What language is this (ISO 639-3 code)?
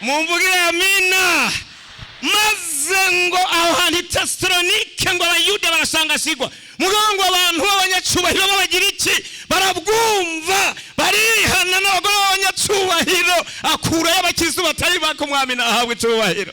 run